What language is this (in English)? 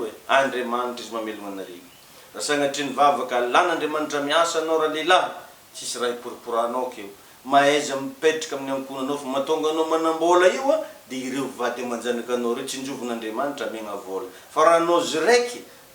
Malagasy